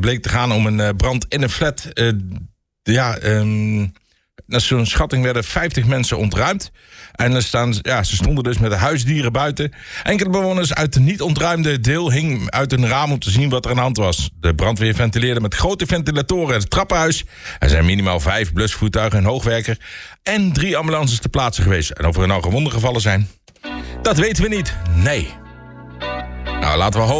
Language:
Dutch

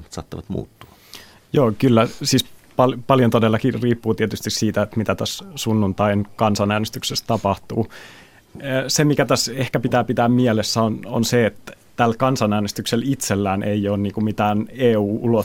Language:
Finnish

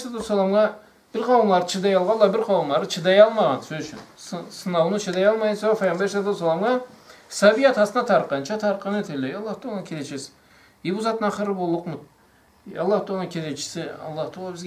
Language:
Karachay-Balkar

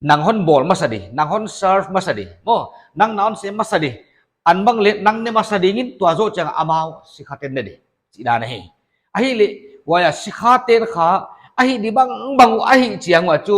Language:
Paite Chin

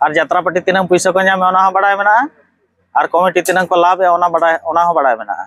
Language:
Santali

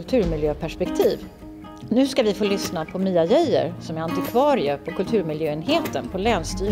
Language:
Swedish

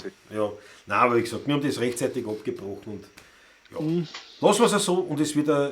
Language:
Bavarian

